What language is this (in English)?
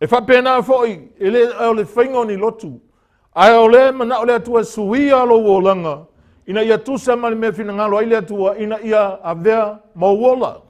Samoan